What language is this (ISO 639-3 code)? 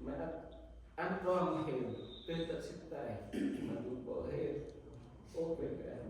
cmo